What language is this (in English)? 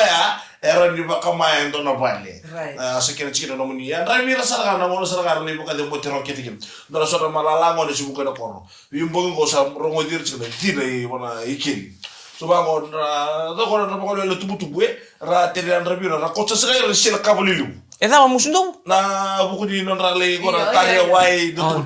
Fijian